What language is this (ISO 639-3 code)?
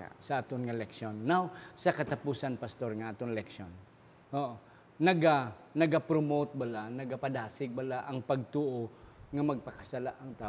hil